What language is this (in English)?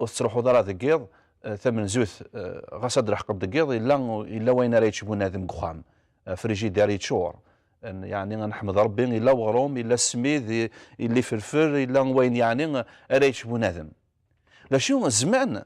Kabyle